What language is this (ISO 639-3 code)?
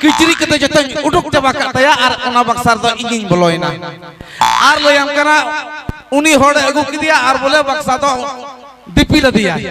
sat